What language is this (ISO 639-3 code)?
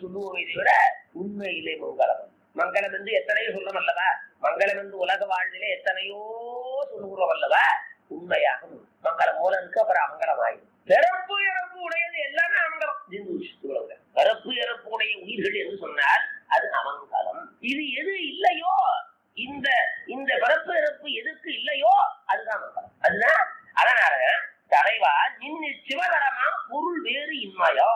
tam